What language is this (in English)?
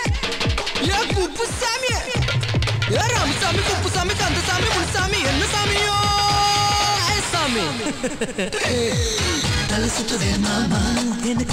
Tamil